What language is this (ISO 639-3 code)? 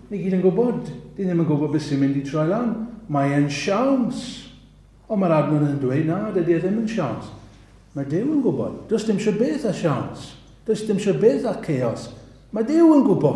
cym